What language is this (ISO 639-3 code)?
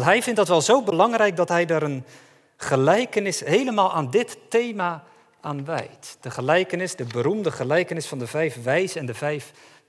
nld